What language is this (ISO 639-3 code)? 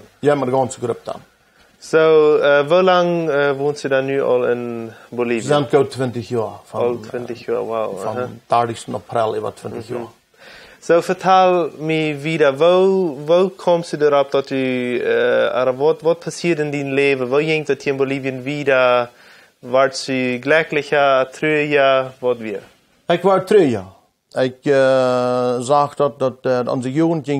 pdt